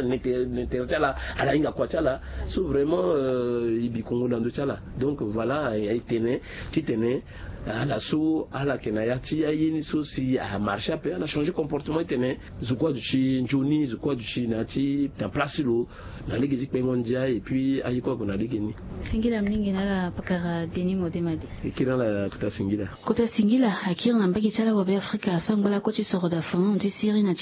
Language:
Sango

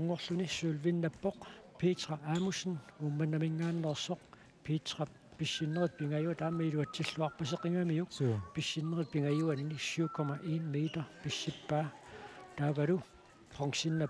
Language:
Kalaallisut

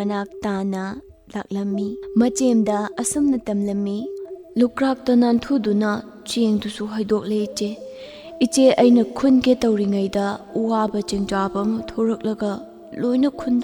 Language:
Manipuri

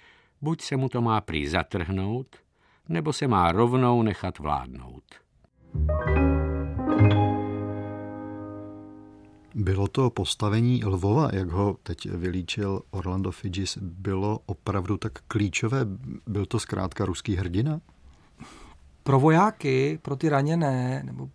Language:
Czech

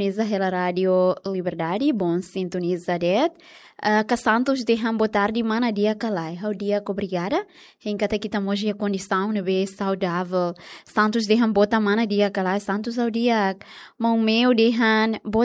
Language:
Tetum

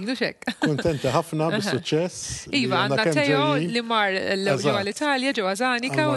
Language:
Maltese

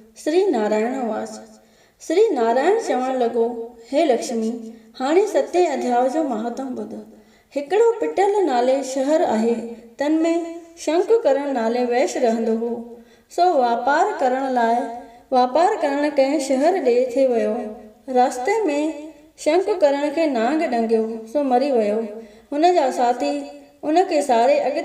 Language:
Sindhi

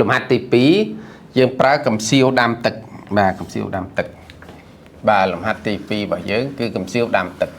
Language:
Khmer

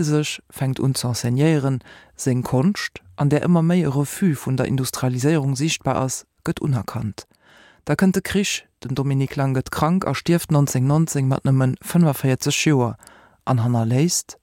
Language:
Luxembourgish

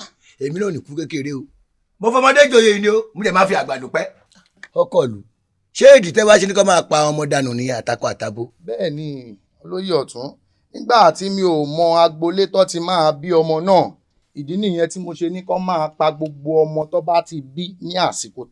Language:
Yoruba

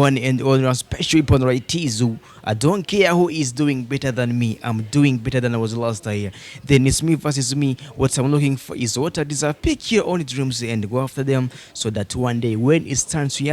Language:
Rundi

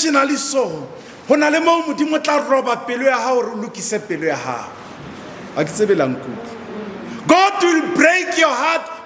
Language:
Southern Sotho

